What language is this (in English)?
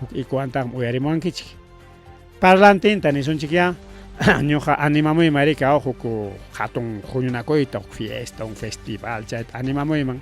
Ayacucho Quechua